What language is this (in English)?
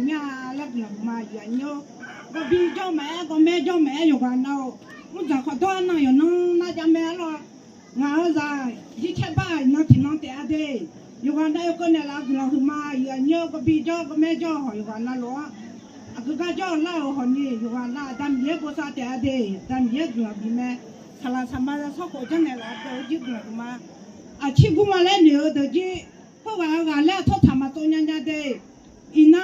Akha